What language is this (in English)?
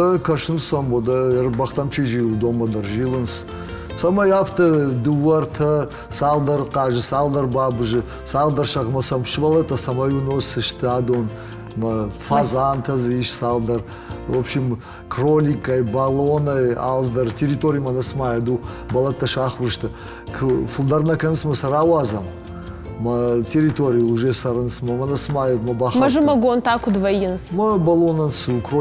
Ossetic